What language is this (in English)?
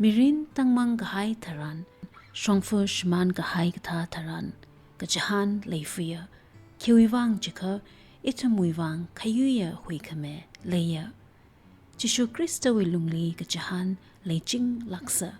Tangkhul Naga (India)